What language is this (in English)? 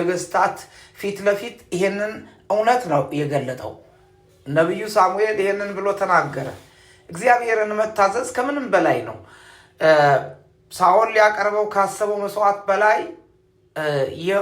Amharic